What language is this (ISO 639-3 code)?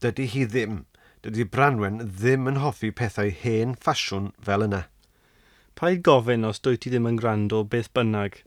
cym